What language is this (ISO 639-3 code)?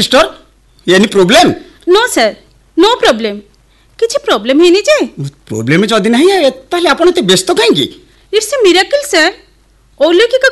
ori